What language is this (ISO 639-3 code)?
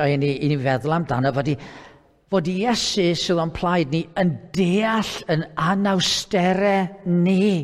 cym